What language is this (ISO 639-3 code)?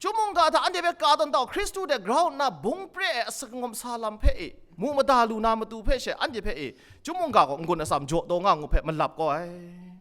kac